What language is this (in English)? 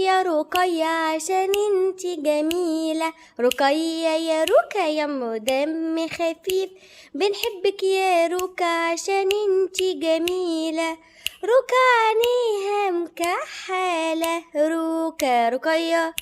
Egyptian Arabic